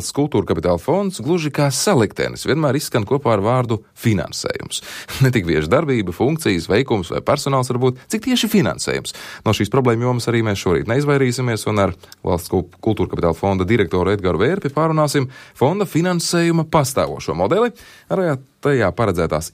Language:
Latvian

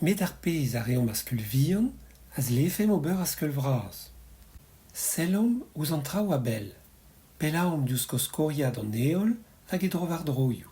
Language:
Breton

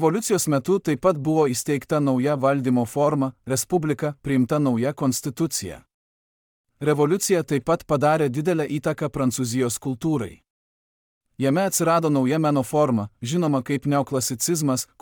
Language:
Lithuanian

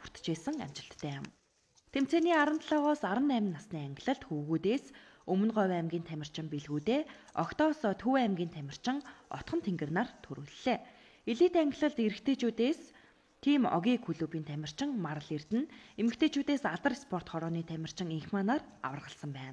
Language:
Mongolian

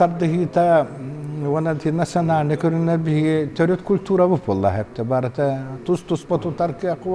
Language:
Yakut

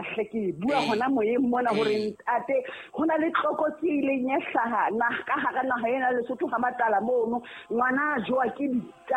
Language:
Southern Sotho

